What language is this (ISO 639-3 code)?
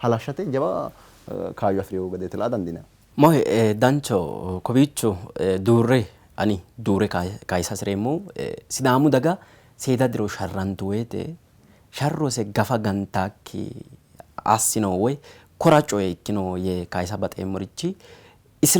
sid